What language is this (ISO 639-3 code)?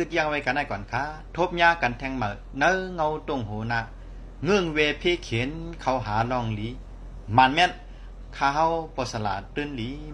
shn